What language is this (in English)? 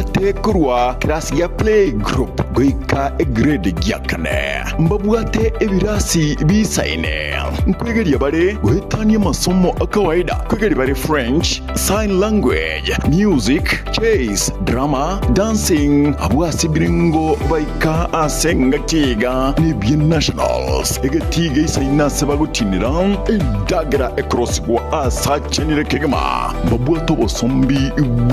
Gusii